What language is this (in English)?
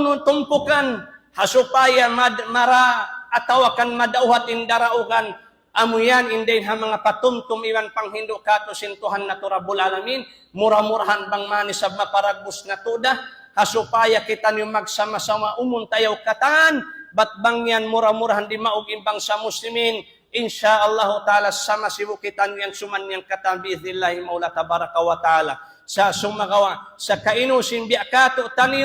Tausug